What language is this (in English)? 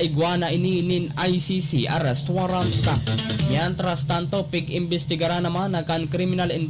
Bikol